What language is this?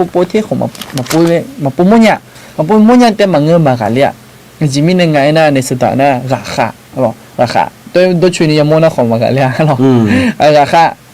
Akha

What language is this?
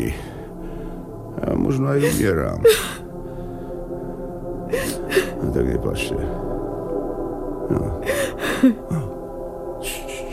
Slovak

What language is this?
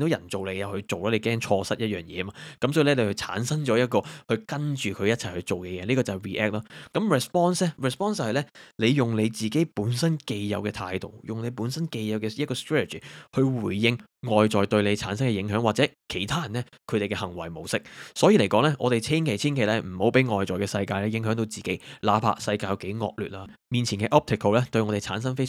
Cantonese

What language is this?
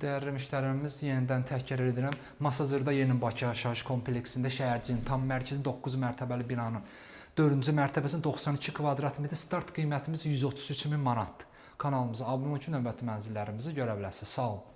Azerbaijani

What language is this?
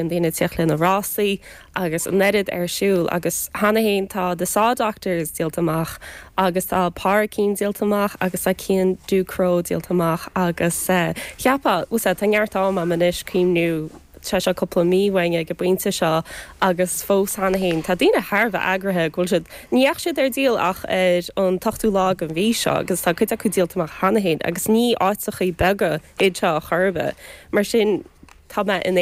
Irish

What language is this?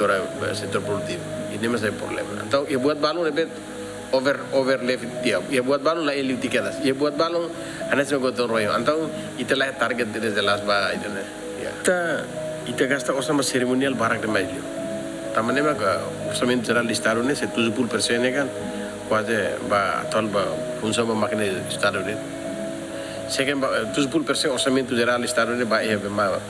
Tetum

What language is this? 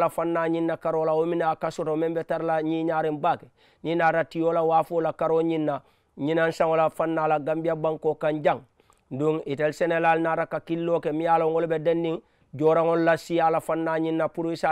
Mandingo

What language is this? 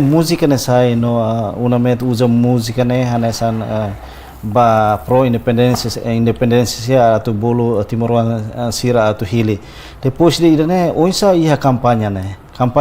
Tetum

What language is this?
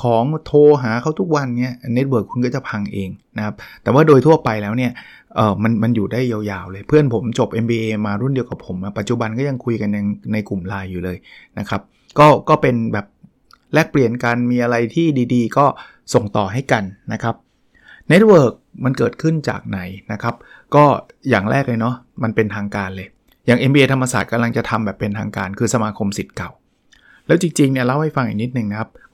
Thai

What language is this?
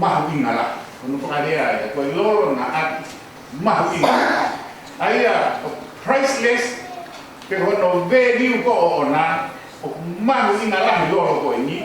Tongan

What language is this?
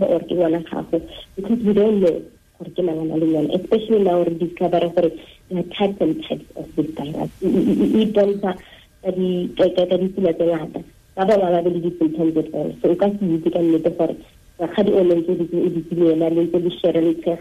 Tswana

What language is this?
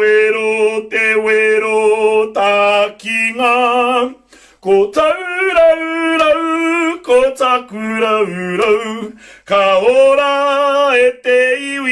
Māori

